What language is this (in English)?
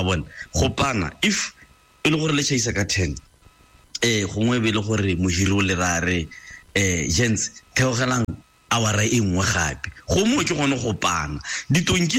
Tswana